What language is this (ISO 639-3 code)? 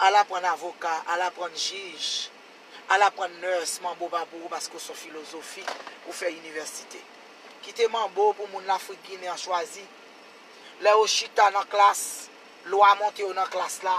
hat